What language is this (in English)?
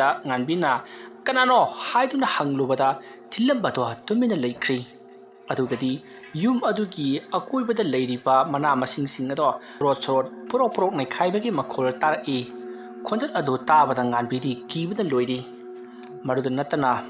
Manipuri